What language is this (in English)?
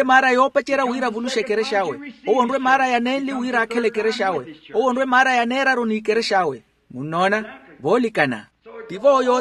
Makhuwa